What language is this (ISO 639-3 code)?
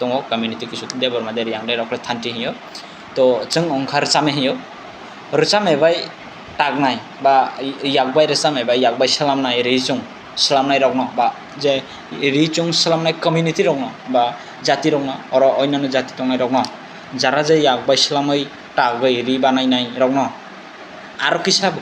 trp